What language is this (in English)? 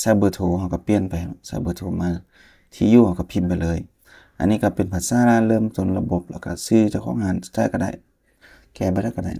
Lao